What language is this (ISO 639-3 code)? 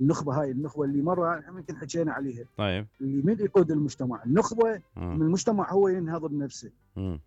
acm